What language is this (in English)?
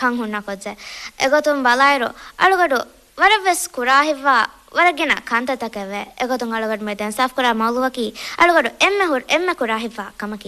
Divehi